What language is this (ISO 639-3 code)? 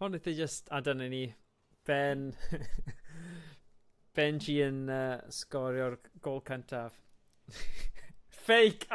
cym